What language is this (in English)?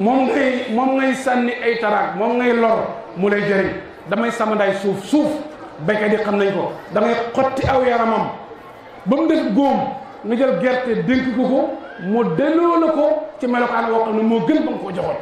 Wolof